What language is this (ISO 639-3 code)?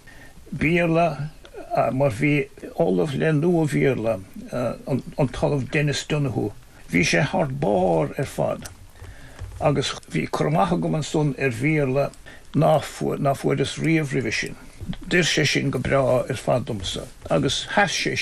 gle